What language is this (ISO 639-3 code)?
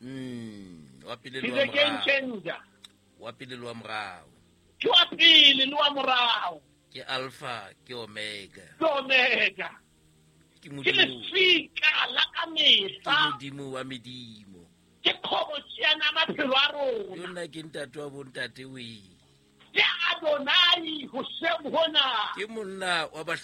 sot